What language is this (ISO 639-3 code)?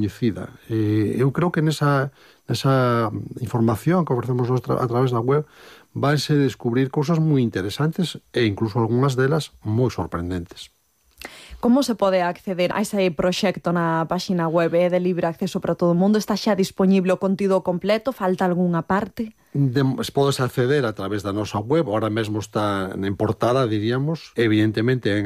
glg